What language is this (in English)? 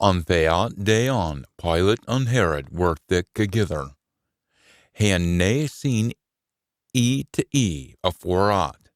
Scots